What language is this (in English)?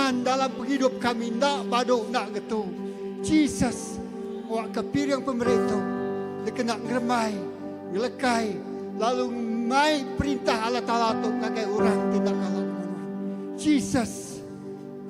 Iban